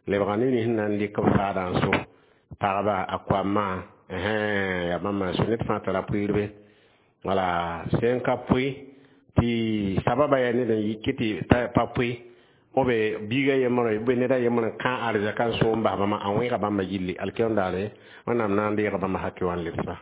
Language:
Mossi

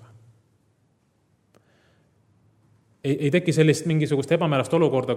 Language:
Estonian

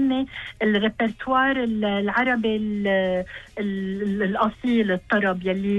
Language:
Gulf Arabic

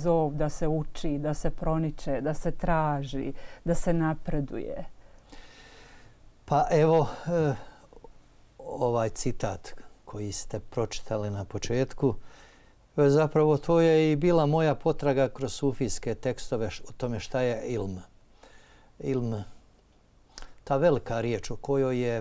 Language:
Bosnian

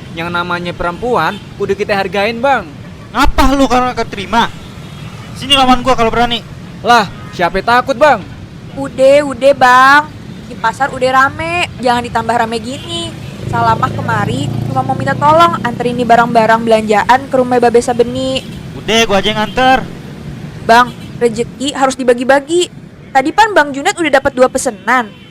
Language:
Betawi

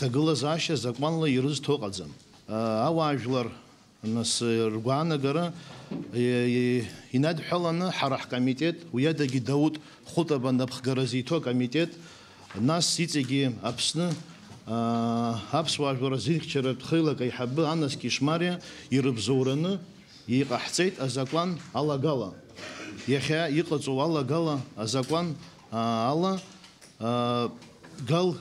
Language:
Abkhazian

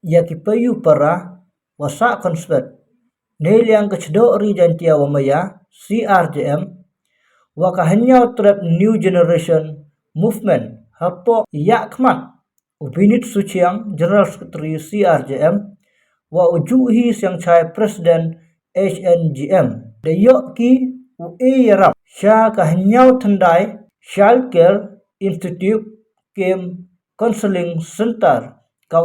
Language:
Pnar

